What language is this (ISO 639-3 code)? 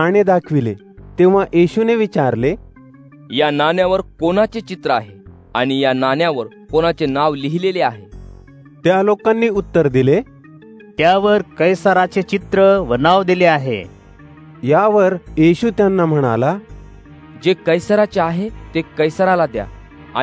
mar